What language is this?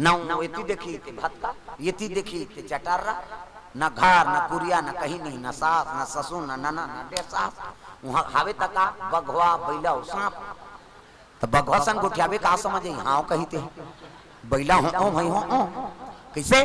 Chhattisgarhi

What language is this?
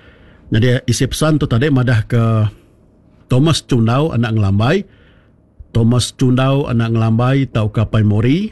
Iban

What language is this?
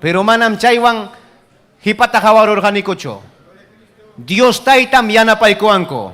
Ayacucho Quechua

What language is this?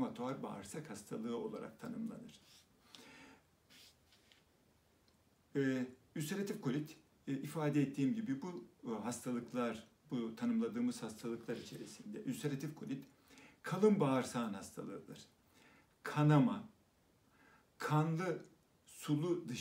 Turkish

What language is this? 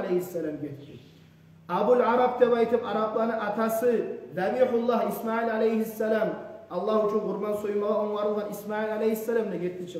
Kumyk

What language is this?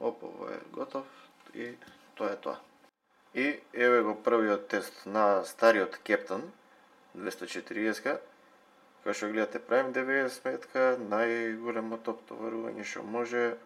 Macedonian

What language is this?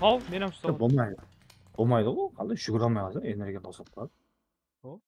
Kara-Kalpak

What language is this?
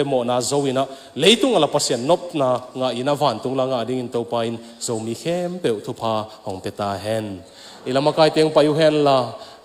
Tedim Chin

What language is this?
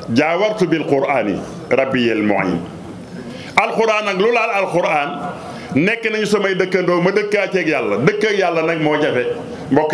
Wolof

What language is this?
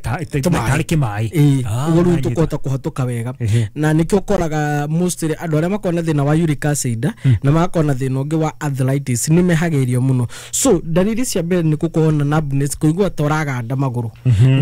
Kikuyu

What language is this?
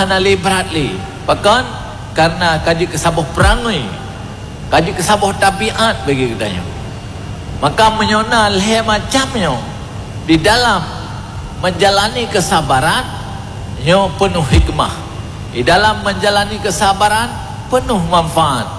Achinese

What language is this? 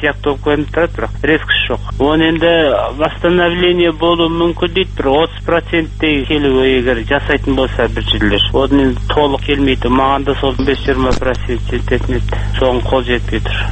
Kazakh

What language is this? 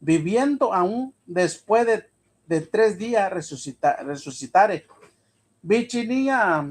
Mixtepec Mixtec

